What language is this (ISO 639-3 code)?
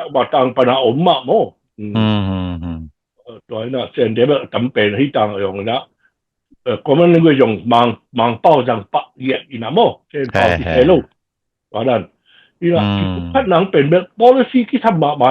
ctd